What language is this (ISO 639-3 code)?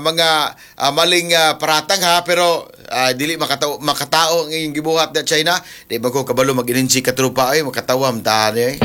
ceb